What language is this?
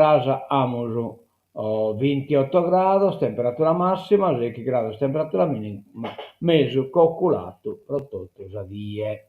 Sardinian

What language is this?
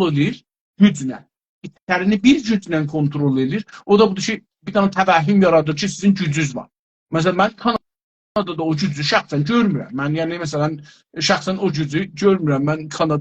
South Azerbaijani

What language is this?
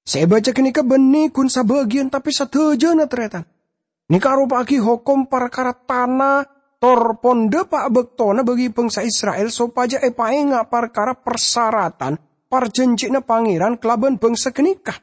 Madurese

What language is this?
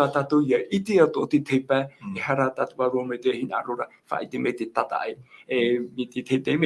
Tahitian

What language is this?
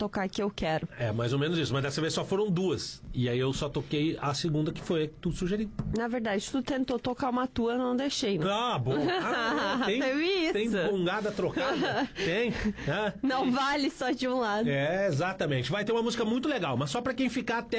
Portuguese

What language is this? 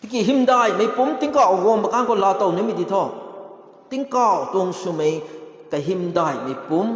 Rongmei Naga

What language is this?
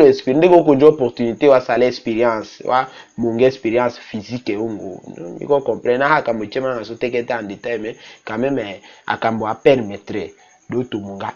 Tetela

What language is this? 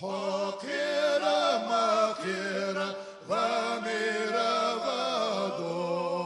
Ingush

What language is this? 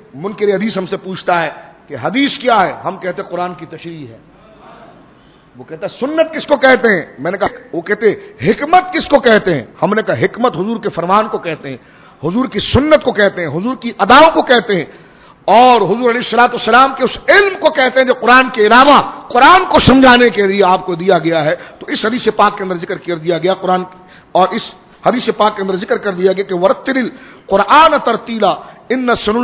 Urdu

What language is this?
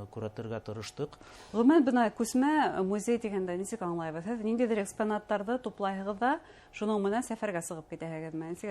Bashkir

